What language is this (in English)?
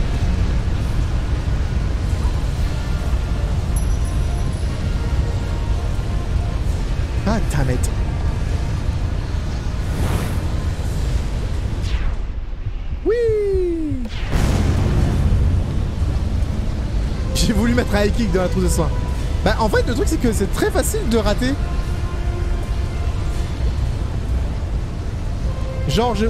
French